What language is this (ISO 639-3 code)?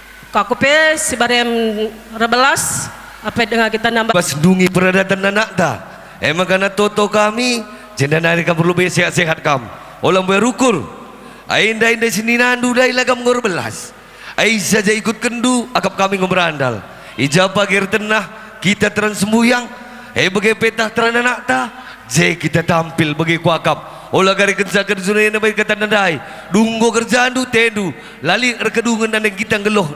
btx